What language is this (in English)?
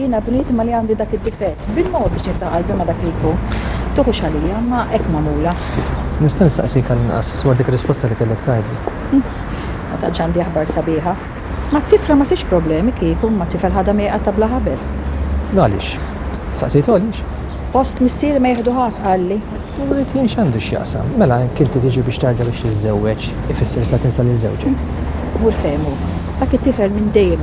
Maltese